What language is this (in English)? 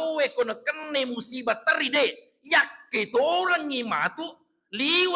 Buginese